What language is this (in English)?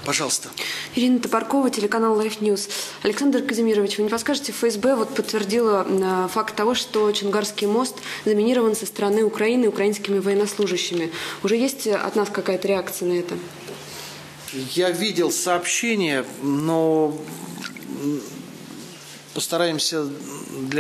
Russian